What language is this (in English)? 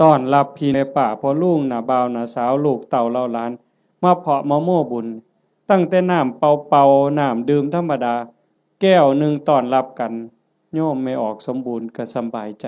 Northeastern Thai